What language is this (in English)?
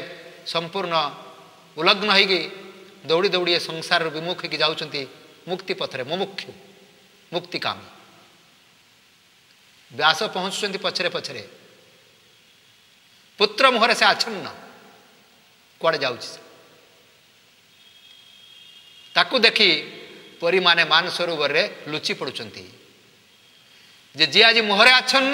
Odia